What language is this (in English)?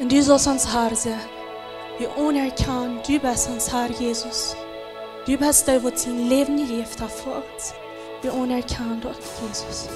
Plautdietsch